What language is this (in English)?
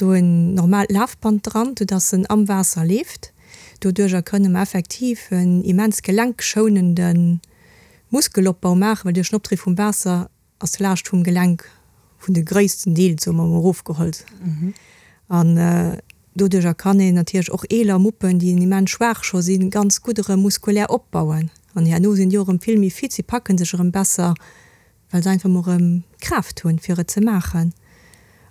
Luxembourgish